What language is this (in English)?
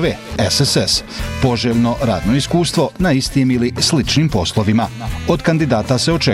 Bosnian